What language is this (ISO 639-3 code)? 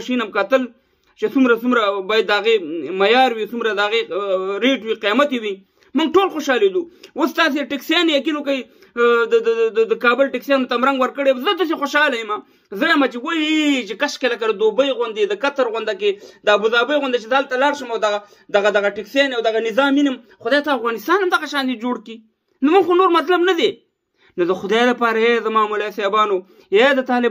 pus